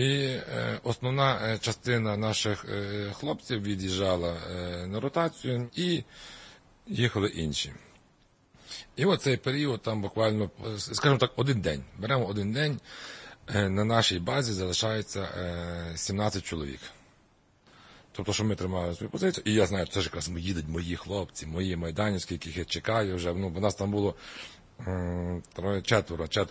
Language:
Ukrainian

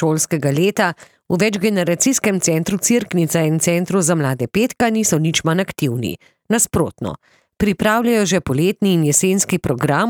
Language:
Slovenian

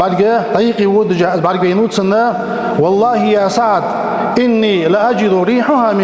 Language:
Ingush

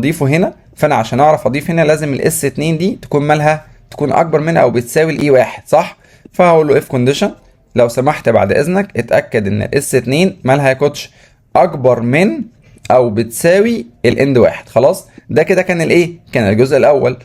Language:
Egyptian Arabic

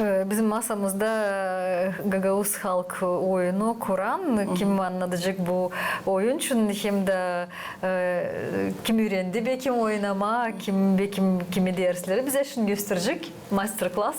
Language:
Gagauz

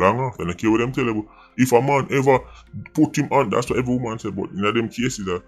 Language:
Jamaican Creole English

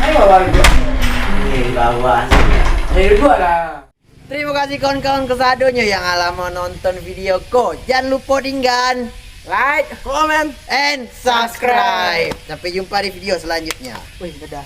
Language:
Minangkabau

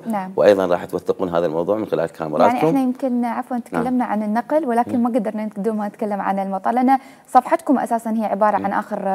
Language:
Mesopotamian Arabic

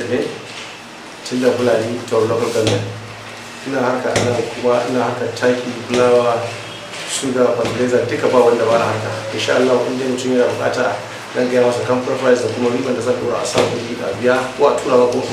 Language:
Hausa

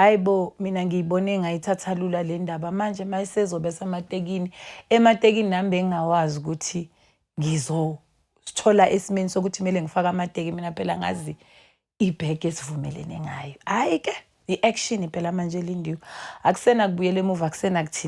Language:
Zulu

